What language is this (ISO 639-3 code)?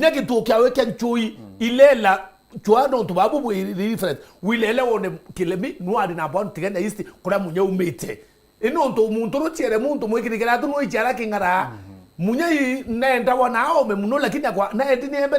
mer